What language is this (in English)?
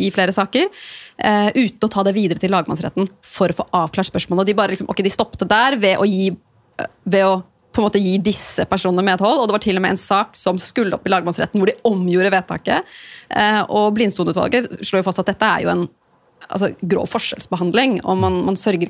Norwegian